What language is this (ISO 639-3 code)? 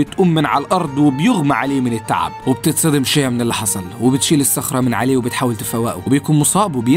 arz